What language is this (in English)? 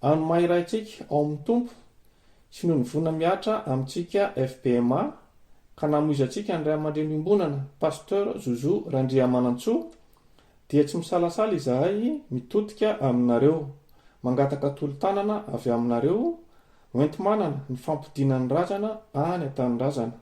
Malagasy